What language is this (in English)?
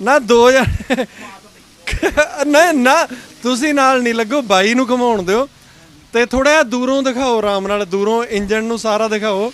Punjabi